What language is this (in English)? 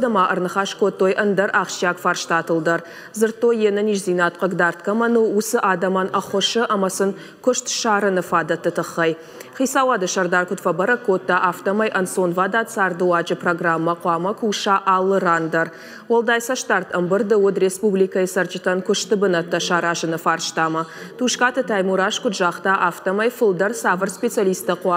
Ossetic